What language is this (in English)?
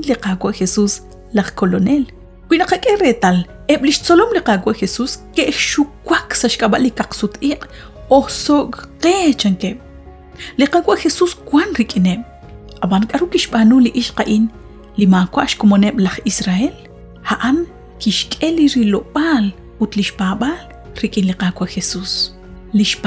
Kekchí